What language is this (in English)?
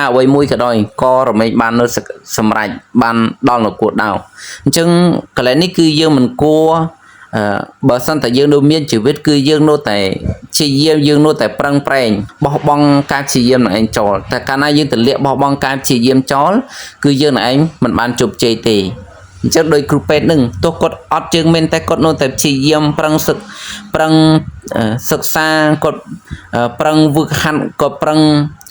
Khmer